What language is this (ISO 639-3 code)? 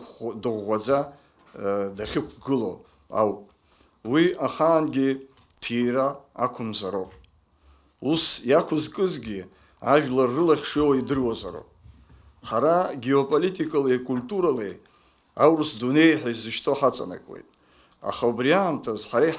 abk